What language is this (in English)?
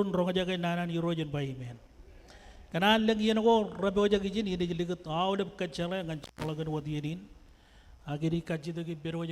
Marshallese